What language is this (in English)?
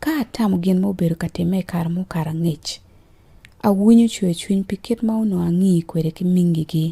Acoli